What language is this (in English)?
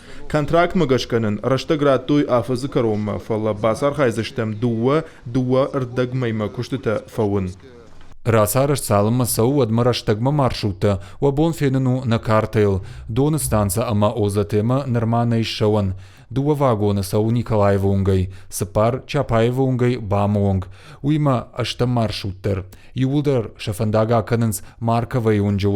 Ossetic